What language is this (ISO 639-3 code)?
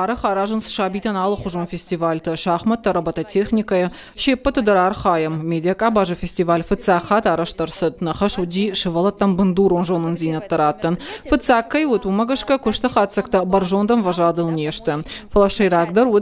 oss